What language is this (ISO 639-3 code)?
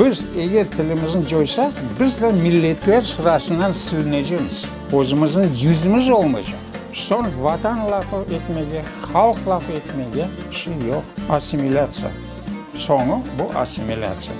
crh